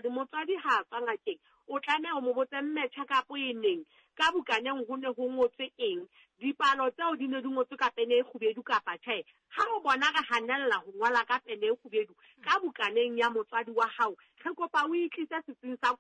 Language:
Southern Sotho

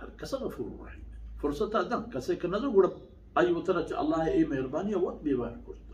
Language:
Baluchi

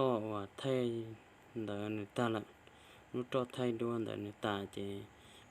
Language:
Hmong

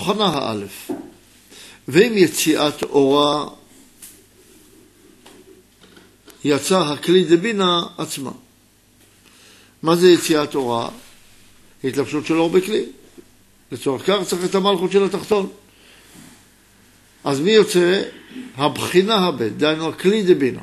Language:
Hebrew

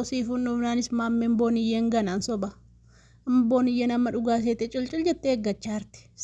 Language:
Oromo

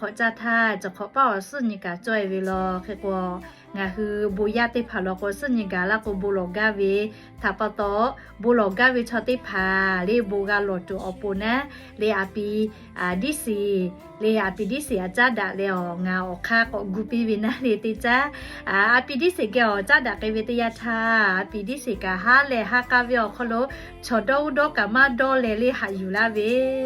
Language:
Lahu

